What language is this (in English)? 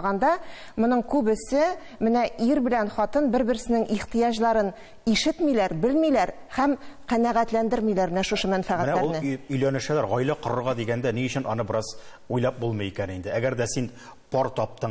Tatar